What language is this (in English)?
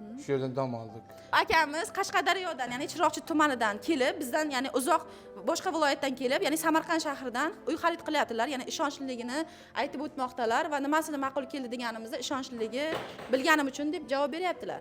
Uzbek